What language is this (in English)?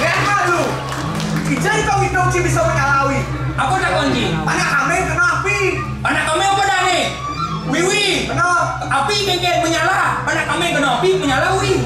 Balinese